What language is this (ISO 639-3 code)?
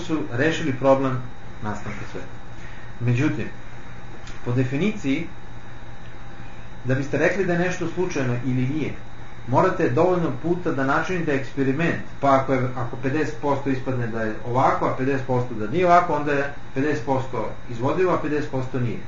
srp